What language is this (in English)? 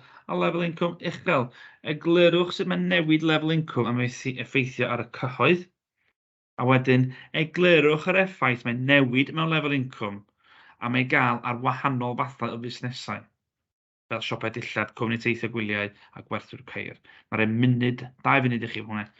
Welsh